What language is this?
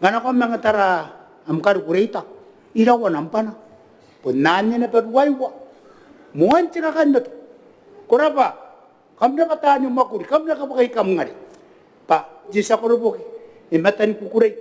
Gilbertese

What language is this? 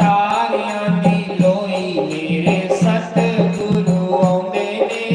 Dogri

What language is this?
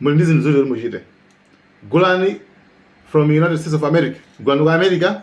Nyanja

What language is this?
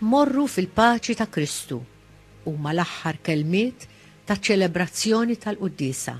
Maltese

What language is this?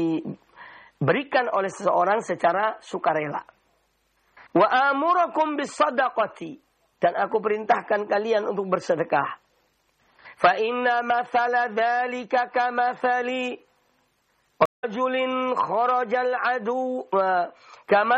Indonesian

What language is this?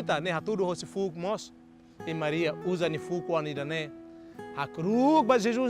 Tetum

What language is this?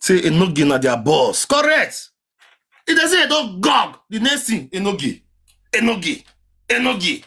Nigerian Pidgin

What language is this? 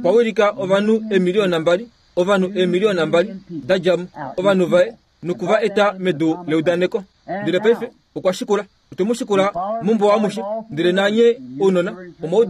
Kuanyama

